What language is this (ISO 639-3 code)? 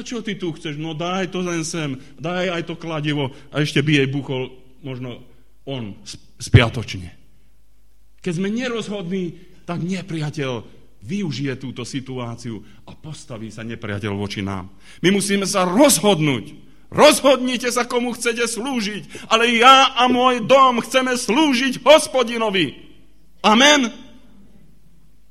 slk